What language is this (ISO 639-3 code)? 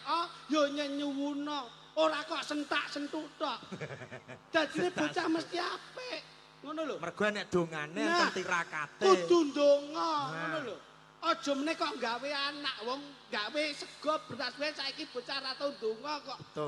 jav